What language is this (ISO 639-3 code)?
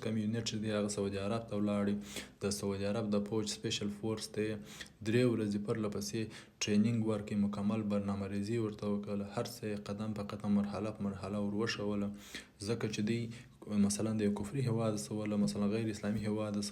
pus